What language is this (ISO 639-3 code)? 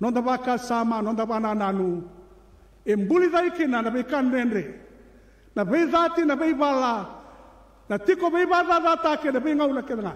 fij